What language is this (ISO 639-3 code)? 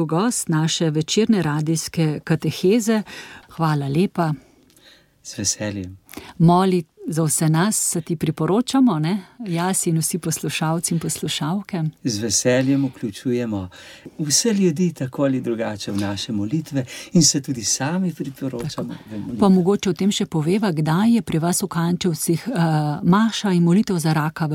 slv